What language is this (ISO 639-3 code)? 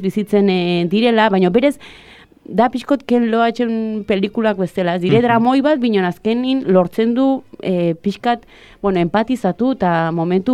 eus